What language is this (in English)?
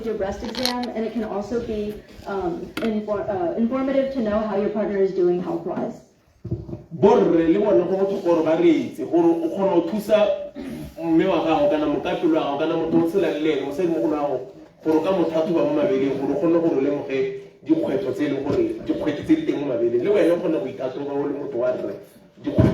Tswana